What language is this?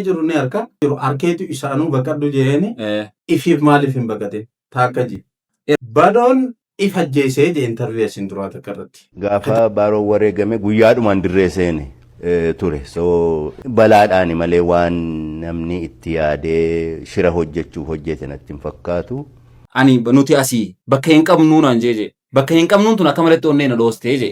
Oromo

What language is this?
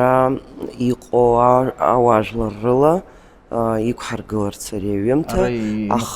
Abkhazian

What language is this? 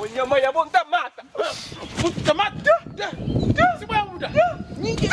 Kabuverdianu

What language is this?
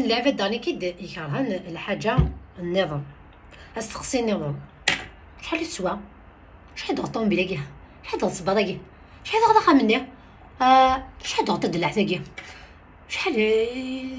Kabyle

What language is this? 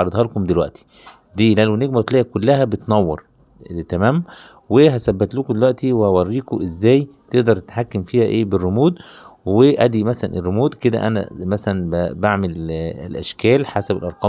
Egyptian Arabic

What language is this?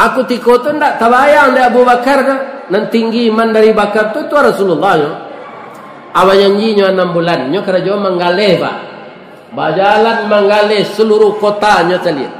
Minangkabau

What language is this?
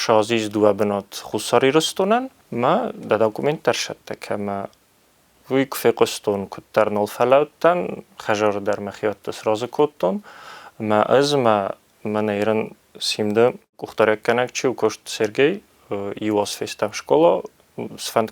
Ossetic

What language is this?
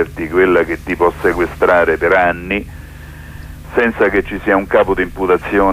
Italian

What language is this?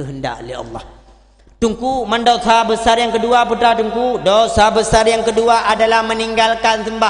Achinese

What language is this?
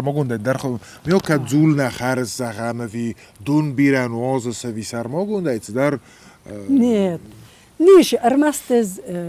Ossetic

